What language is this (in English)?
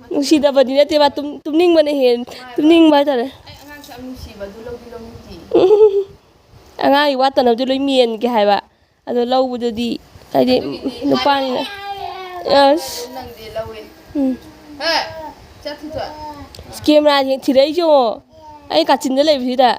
Manipuri